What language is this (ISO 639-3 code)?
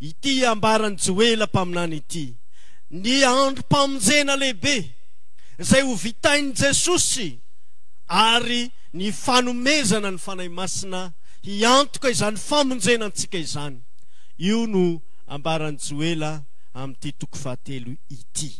mlg